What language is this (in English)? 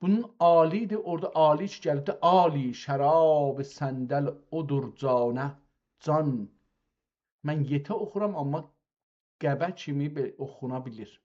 South Azerbaijani